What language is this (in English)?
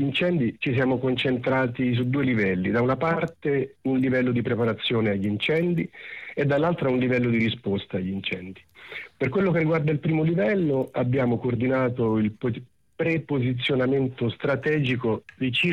Italian